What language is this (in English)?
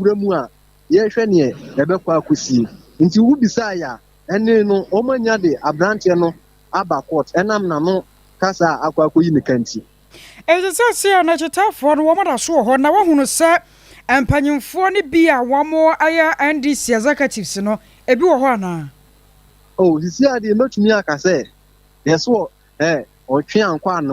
Akan